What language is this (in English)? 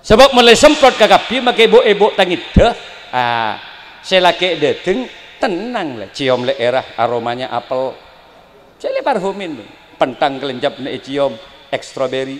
Madurese